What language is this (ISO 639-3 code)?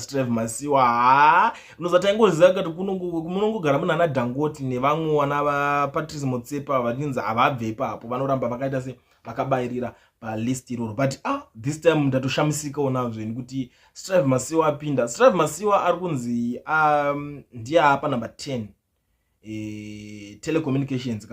sna